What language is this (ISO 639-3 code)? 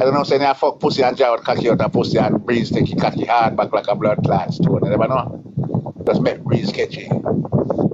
jam